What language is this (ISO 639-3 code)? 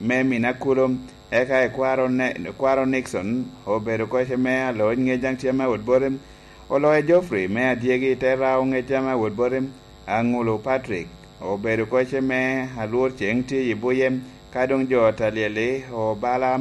laj